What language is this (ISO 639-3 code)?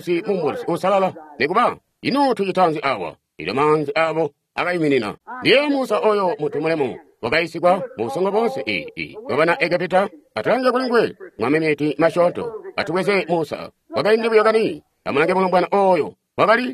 toi